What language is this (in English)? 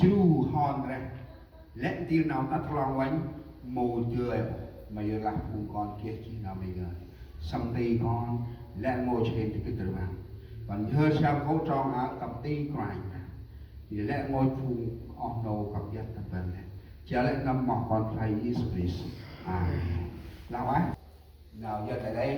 Central Mnong